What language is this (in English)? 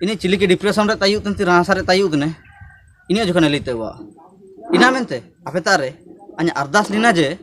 Ho